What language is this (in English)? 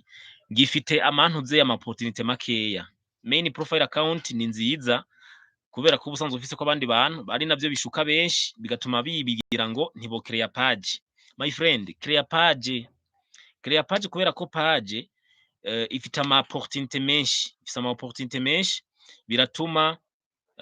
Rundi